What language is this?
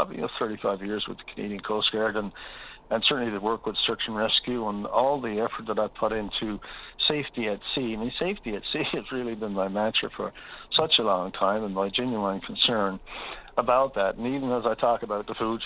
English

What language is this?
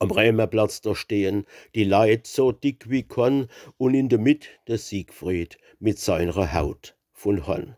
Palatine German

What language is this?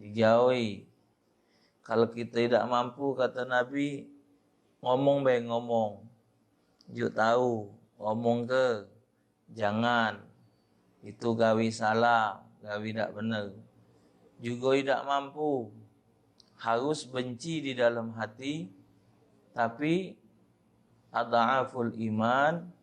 Musi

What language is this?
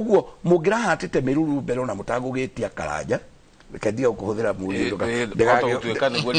Kikuyu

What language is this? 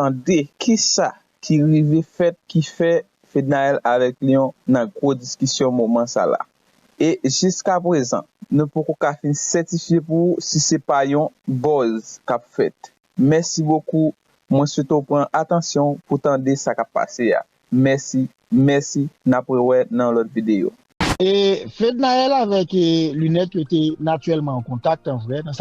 Haitian Creole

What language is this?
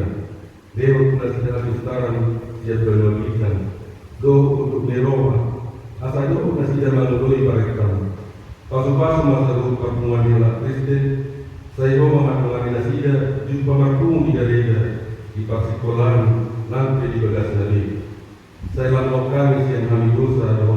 Batak Toba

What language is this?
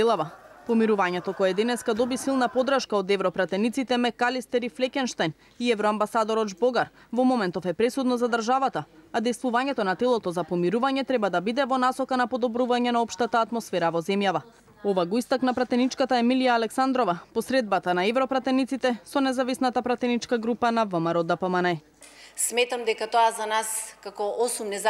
Macedonian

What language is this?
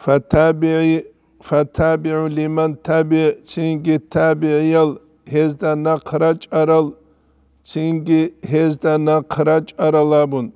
Avaric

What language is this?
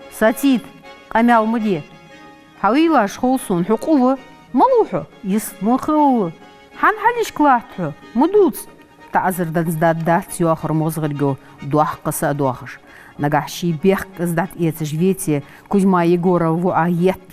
Ingush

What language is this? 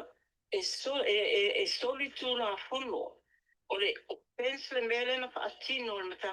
Samoan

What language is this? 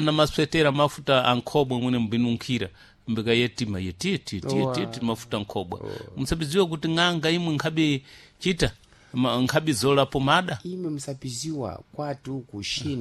Sena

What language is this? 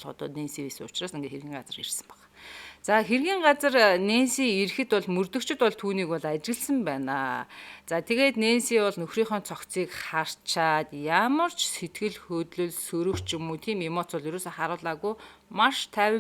Mongolian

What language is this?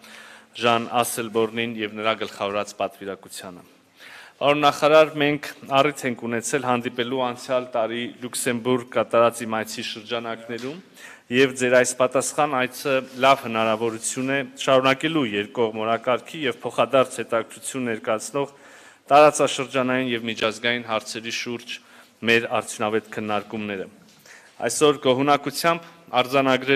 Armenian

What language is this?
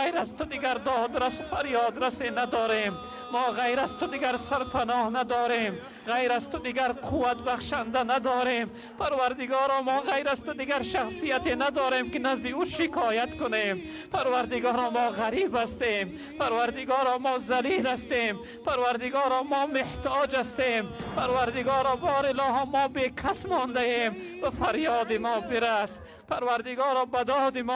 Tajik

